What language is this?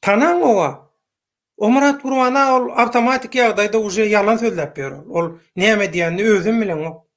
Turkmen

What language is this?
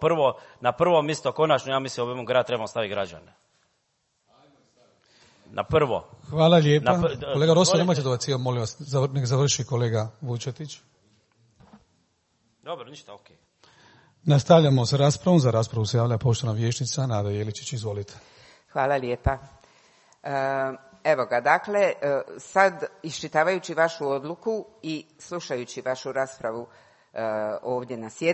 Croatian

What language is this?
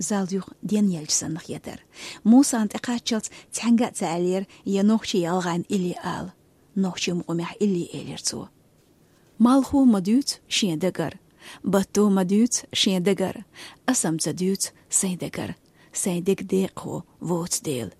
Chechen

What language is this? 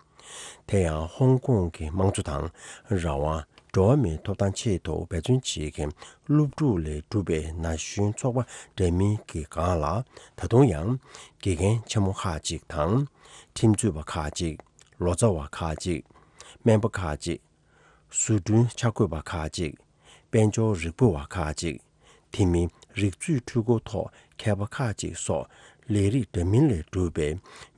Tibetan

